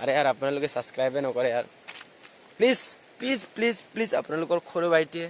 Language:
Assamese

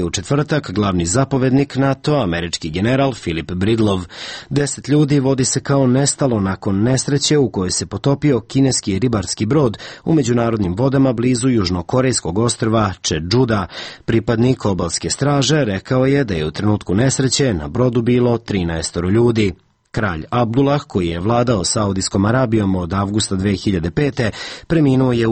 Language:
Serbian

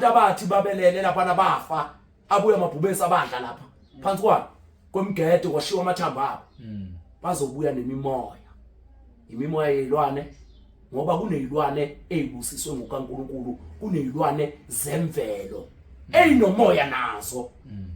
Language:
Zulu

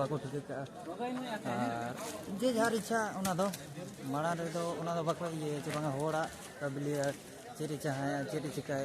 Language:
Santali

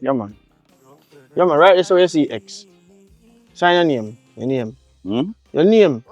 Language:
Jamaican Creole English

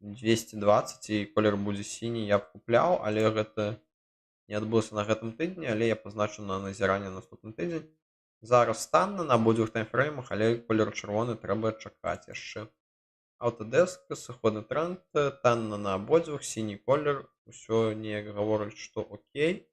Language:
Belarusian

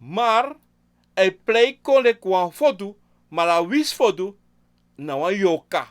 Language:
Sranan Tongo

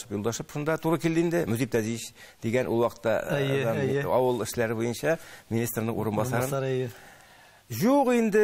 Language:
Tatar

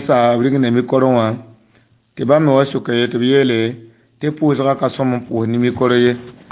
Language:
Mossi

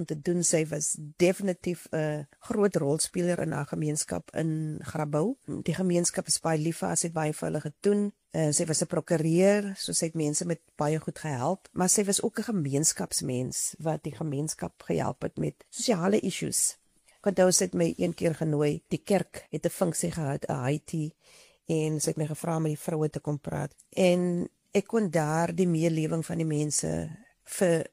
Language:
Afrikaans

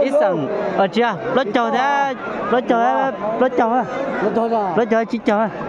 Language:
Hmong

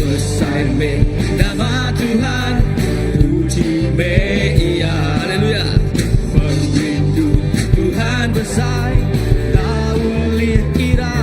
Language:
Iban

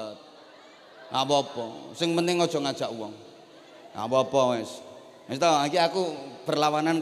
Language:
Javanese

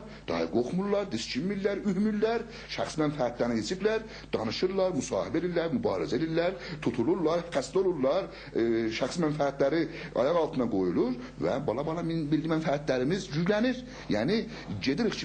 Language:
South Azerbaijani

